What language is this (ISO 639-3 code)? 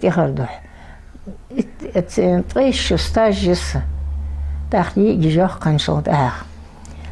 inh